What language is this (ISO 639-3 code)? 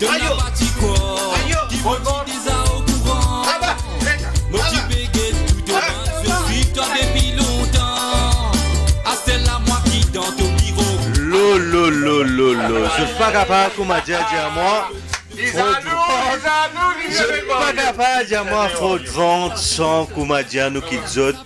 mfe